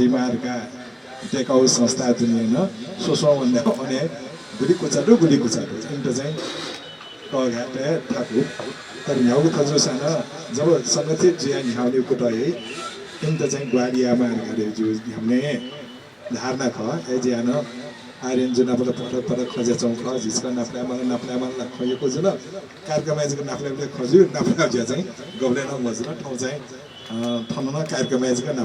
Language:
Newari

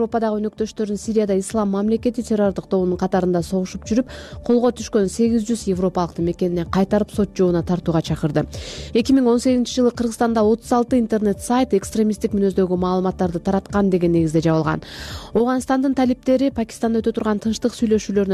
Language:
Kyrgyz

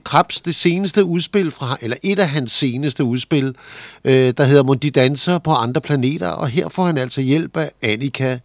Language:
Danish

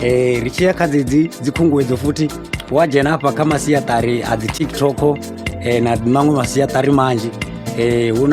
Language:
Venda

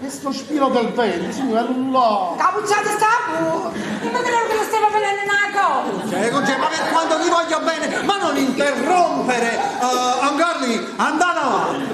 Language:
Neapolitan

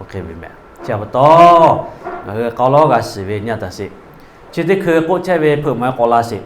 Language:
Lahu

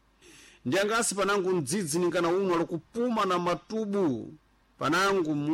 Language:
Sena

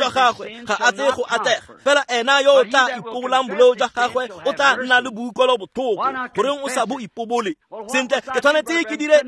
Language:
Tswana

